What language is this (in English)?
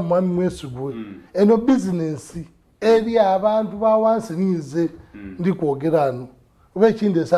Soga